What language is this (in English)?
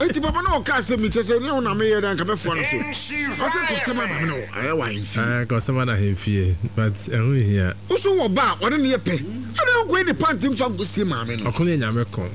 Akan